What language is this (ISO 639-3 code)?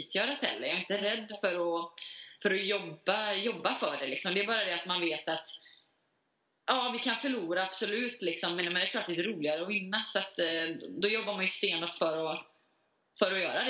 swe